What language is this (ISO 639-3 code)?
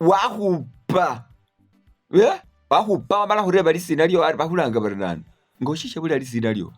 myx